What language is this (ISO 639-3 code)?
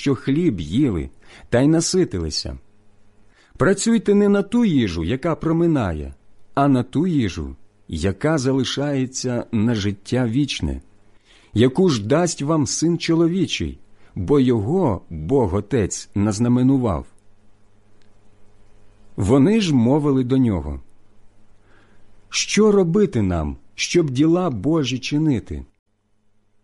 ukr